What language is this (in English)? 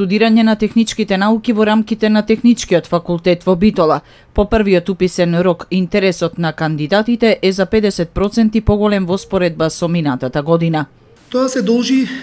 Macedonian